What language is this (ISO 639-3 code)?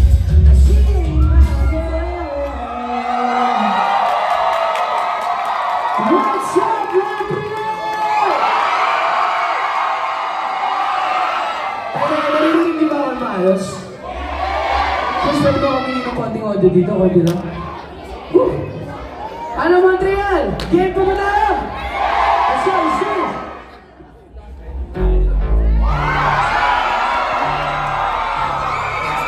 fil